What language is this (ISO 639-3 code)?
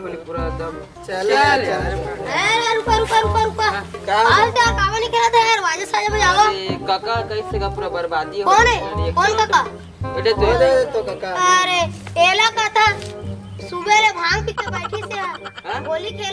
hne